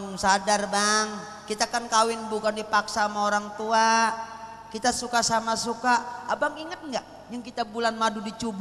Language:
Betawi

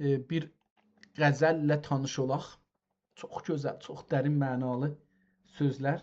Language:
South Azerbaijani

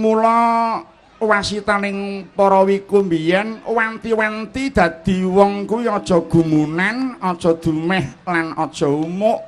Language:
Javanese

